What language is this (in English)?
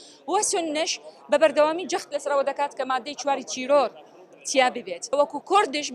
Central Kurdish